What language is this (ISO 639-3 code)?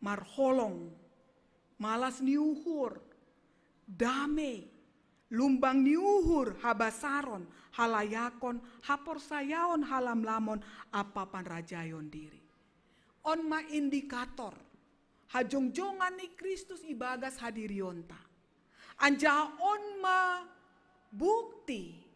bts